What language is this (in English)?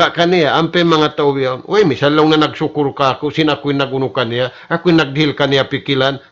Tausug